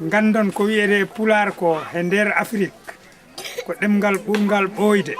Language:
Fula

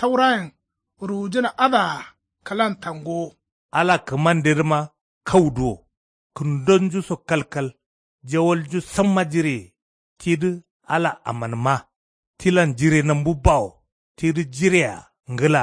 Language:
Kanuri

